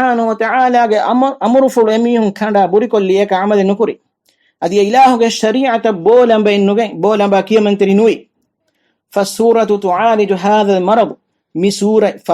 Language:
Divehi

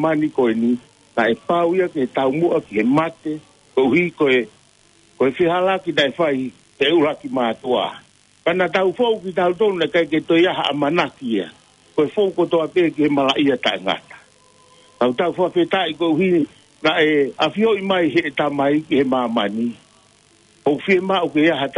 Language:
Tongan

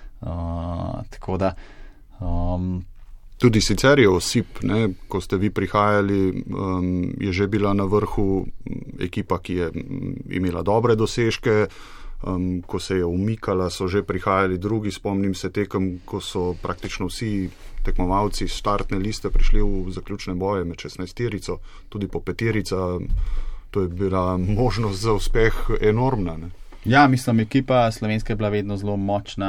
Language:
Slovenian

